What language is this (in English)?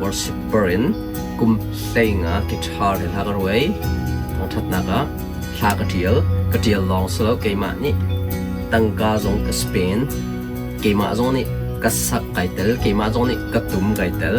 Hakha Chin